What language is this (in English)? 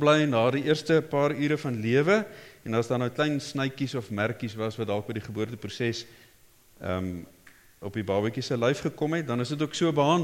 Afrikaans